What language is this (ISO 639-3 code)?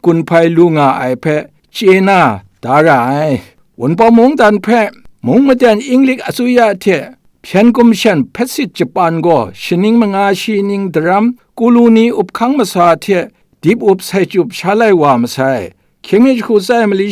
kac